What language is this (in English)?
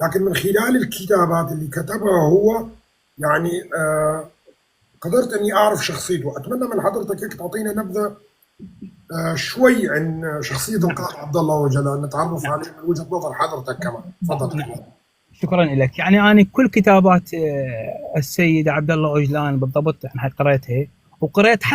North Levantine Arabic